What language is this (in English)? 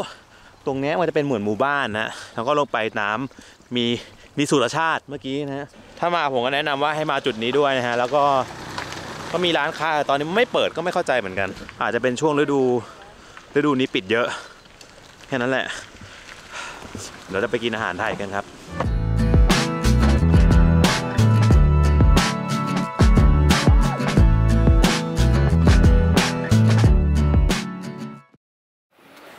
Thai